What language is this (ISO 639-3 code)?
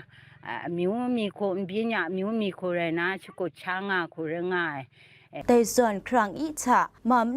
kac